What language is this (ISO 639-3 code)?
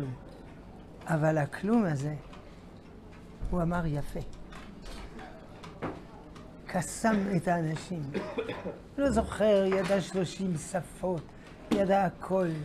heb